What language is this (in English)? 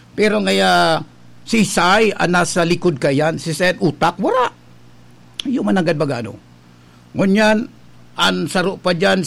Bikol